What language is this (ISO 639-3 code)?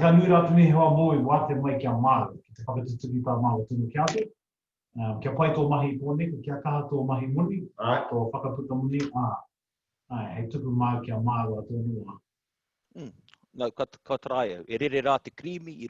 mri